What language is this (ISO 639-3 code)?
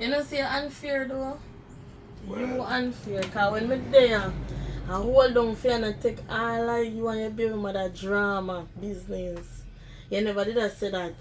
jam